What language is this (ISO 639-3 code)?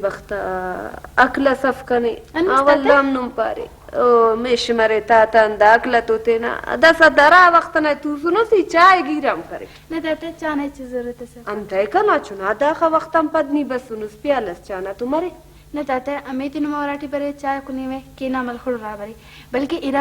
brh